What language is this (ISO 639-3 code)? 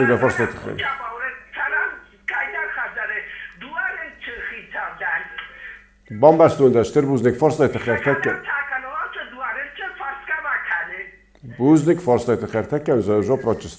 oss